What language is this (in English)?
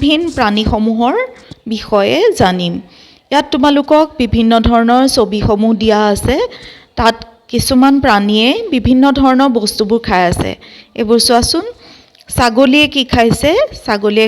Assamese